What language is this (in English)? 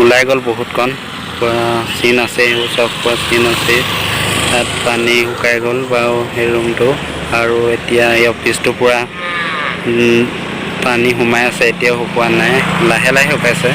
Assamese